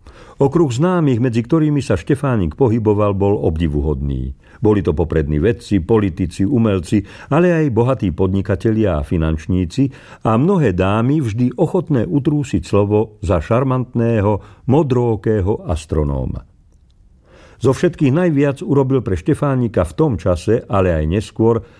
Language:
Slovak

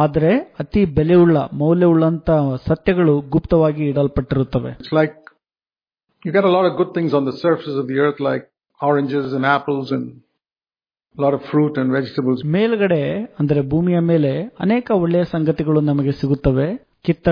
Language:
Kannada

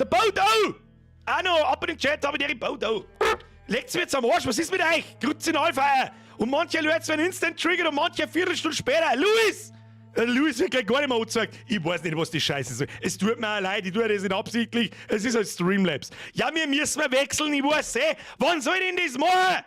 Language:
Bavarian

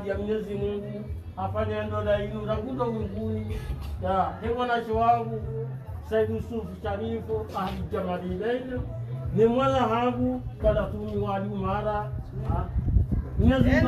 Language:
Swahili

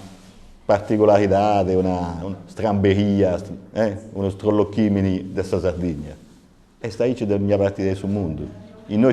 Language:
Sardinian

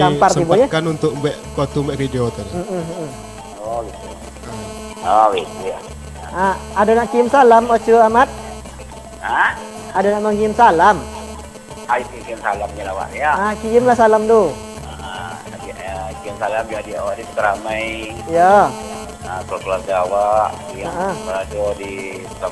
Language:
Minangkabau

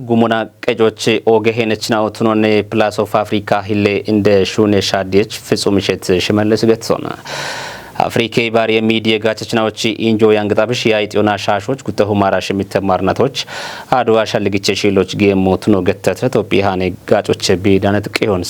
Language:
Kafa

